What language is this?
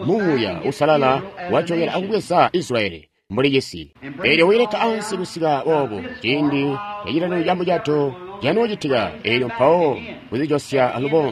Tonga (Zambia)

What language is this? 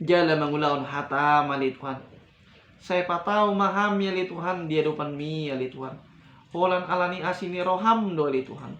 Batak Toba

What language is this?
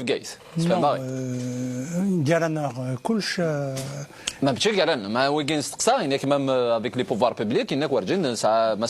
Kabyle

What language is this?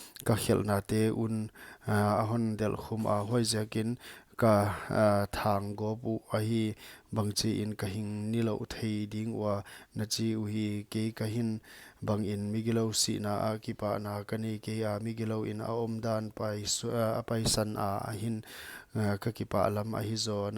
Paite Chin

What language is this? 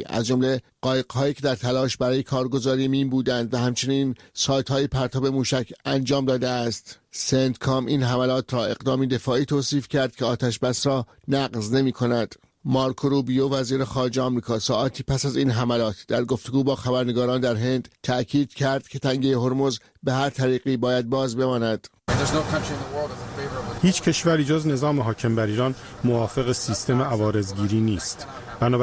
Persian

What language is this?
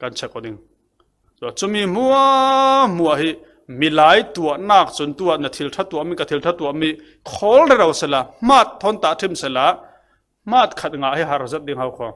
Falam Chin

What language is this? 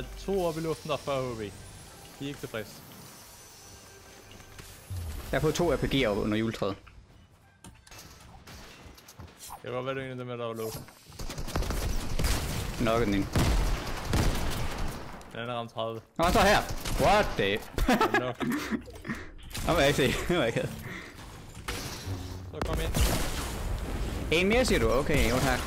Danish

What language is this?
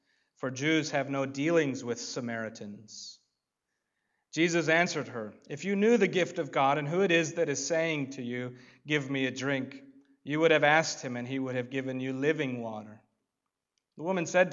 English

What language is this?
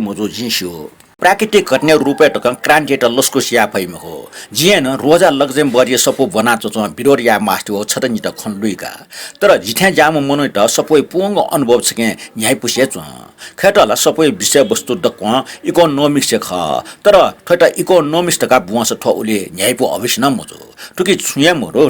Newari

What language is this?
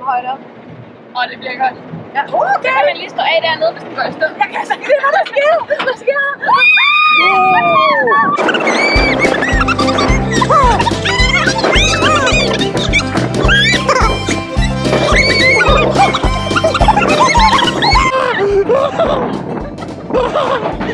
Danish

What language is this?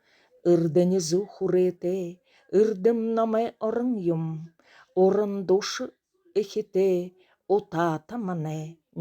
Buriat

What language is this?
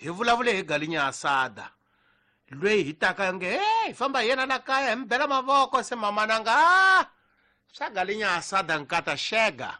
Tsonga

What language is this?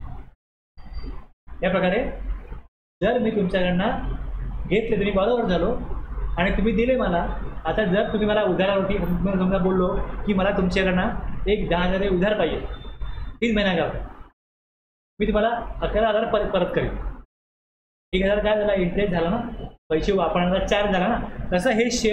Marathi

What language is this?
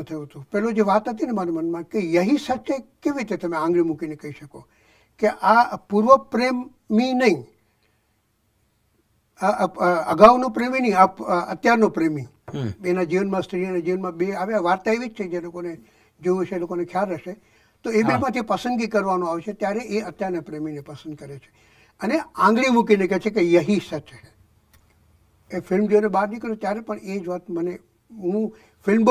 Gujarati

